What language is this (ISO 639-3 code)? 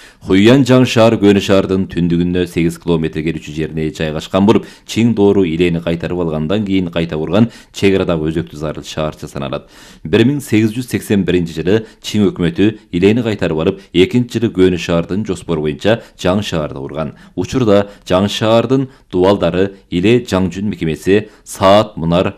kir